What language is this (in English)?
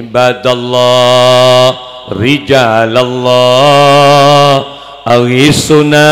Madurese